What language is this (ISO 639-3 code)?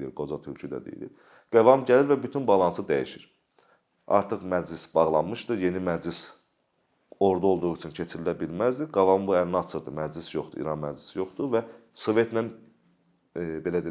aze